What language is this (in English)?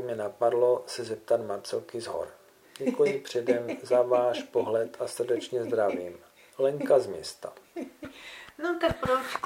Czech